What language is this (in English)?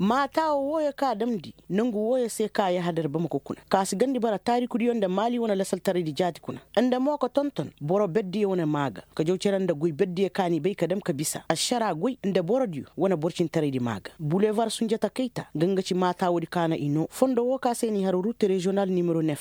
Koyraboro Senni